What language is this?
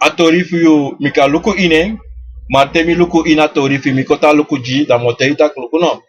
Sranan Tongo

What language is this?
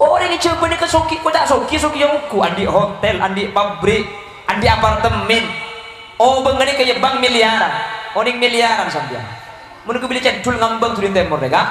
Madurese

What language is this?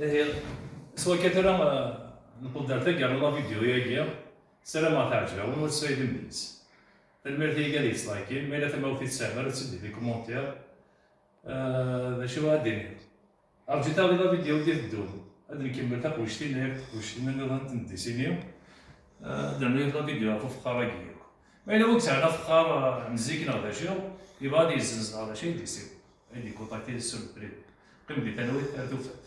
Kabyle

